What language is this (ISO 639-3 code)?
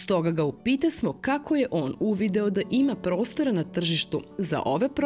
srp